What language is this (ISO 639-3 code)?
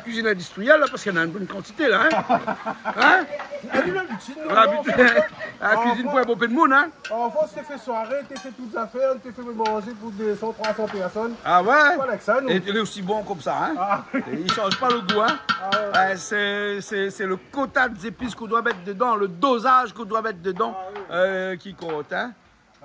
rcf